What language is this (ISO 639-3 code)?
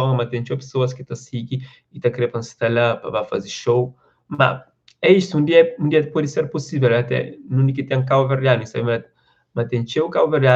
kea